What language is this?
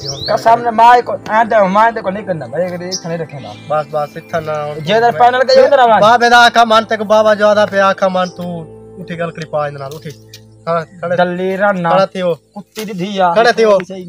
Saraiki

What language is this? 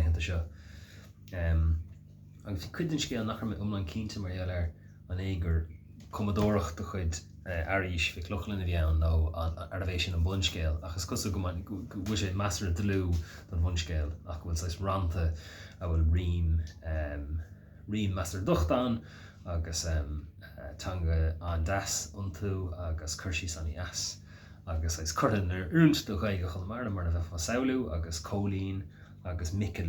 Irish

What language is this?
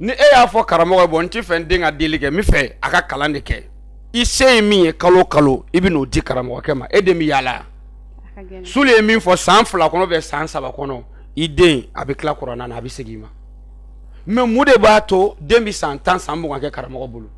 Bambara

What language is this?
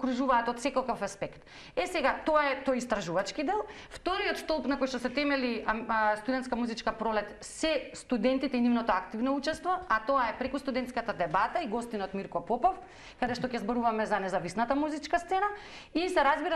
Macedonian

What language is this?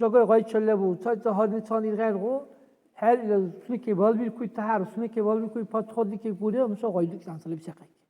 Dargwa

